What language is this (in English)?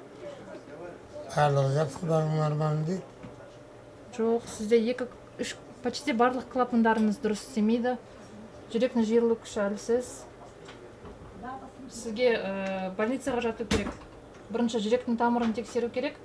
Kazakh